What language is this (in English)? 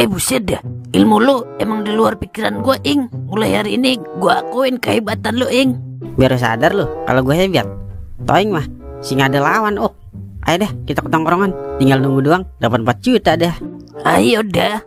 Betawi